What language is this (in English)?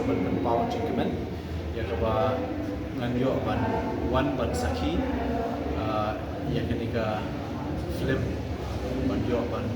Khasi